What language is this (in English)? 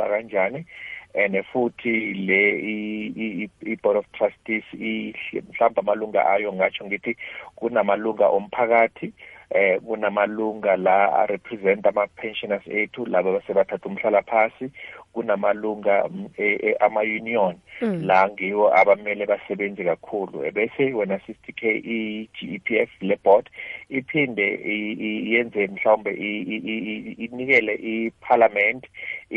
South Ndebele